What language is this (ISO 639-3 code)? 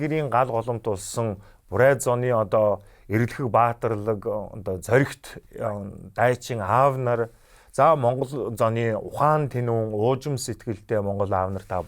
mon